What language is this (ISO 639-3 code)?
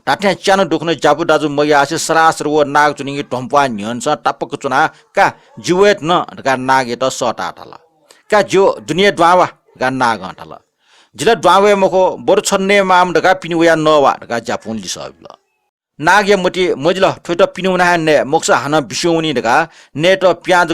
new